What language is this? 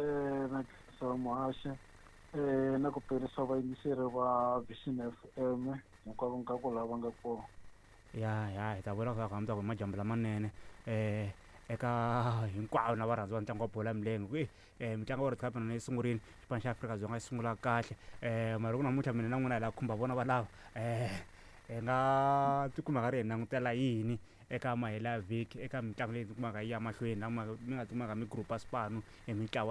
Tsonga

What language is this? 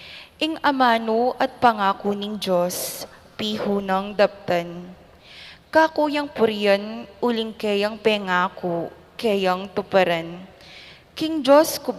Pampanga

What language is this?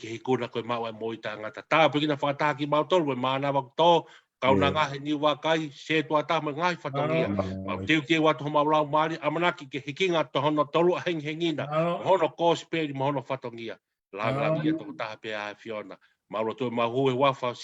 Tongan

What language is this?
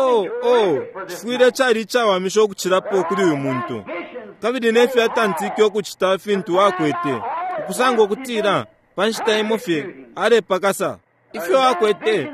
Bemba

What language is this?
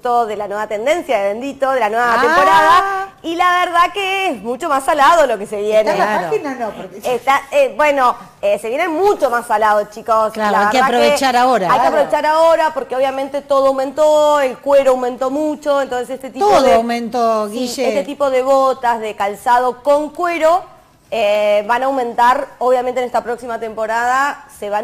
Spanish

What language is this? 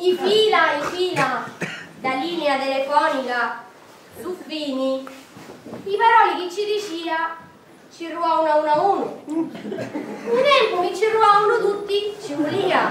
Sicilian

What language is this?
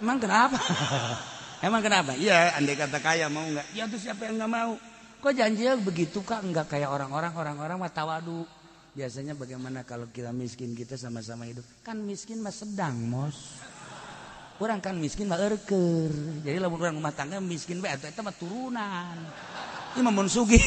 Sundanese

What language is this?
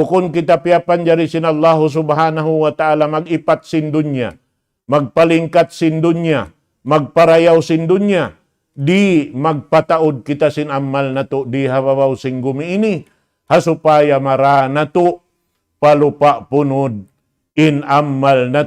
Tausug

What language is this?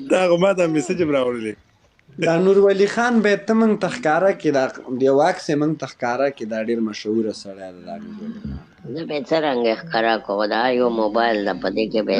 Pashto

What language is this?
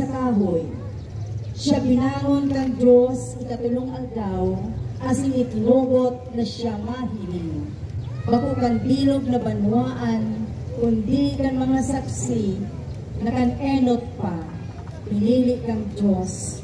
Bikol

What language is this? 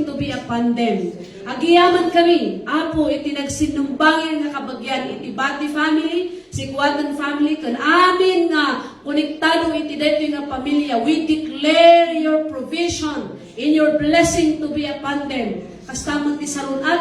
Iloko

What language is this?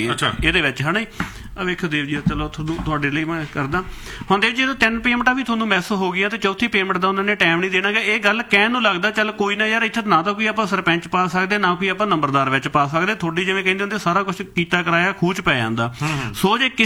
Punjabi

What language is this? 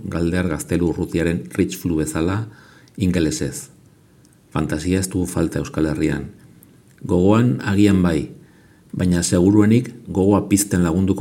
Basque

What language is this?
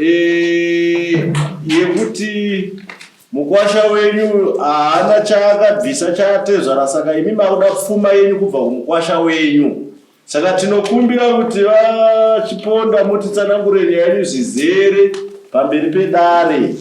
Shona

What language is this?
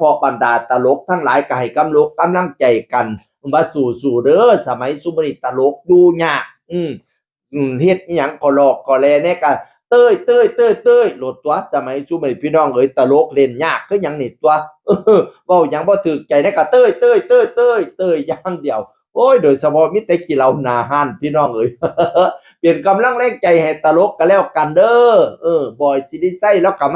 Northeastern Thai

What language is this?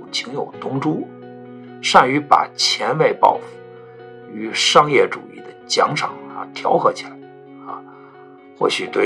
Chinese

